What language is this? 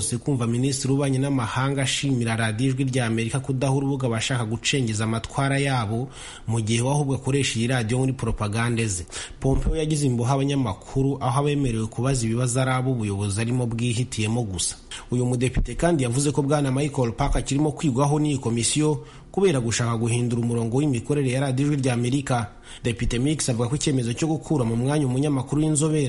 Kinyarwanda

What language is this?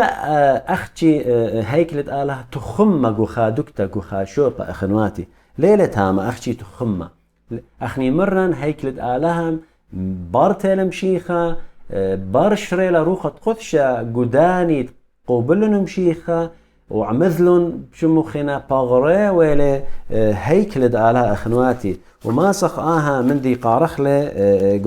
Assyrian Neo-Aramaic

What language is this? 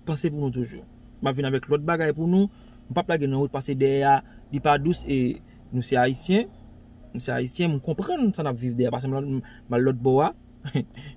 Haitian Creole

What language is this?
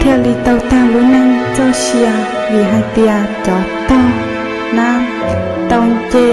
Hmong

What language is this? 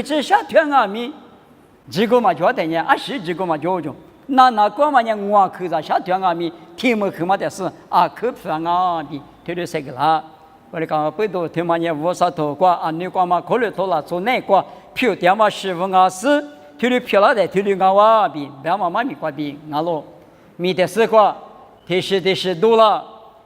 Lisu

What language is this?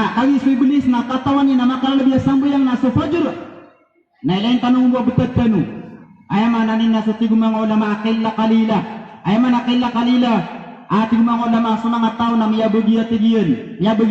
Maranao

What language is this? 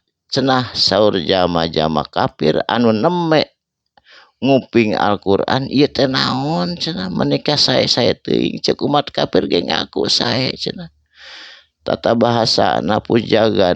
Sundanese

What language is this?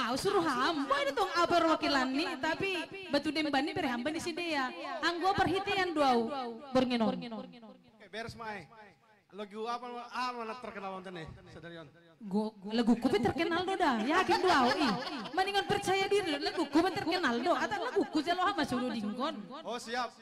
Batak Simalungun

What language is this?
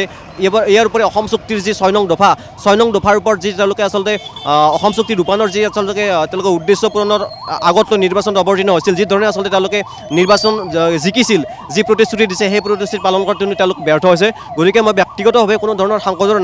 Assamese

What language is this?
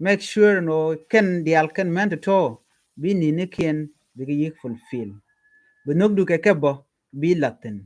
Nuer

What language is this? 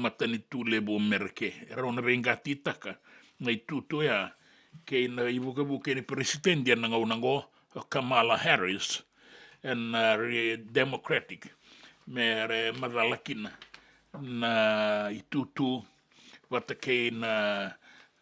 Fijian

